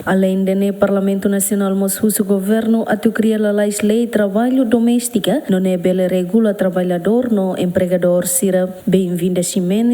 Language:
Tetum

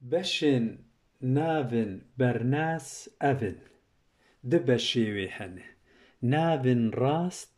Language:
Kurdish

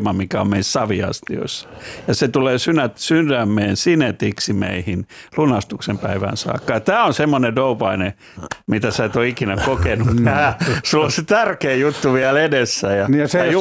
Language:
Finnish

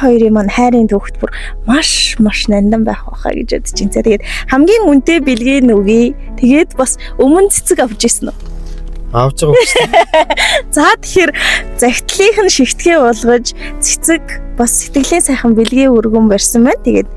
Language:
Mongolian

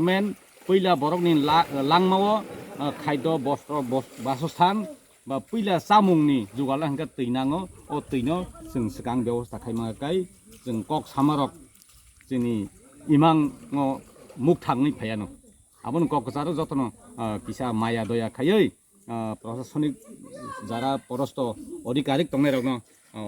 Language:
Kok Borok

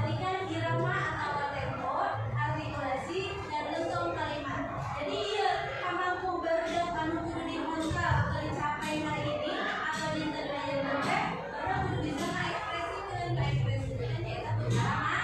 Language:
Sundanese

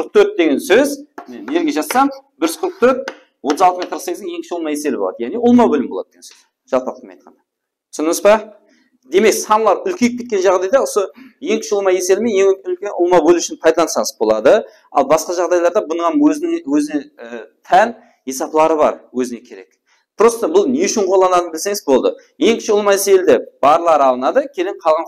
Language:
Kara-Kalpak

